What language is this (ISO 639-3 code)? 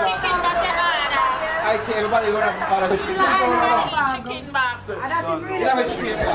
jam